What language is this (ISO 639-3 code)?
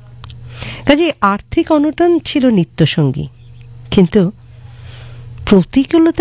ben